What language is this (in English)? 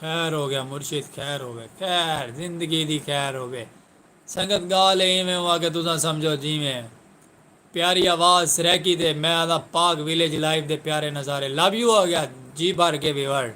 Saraiki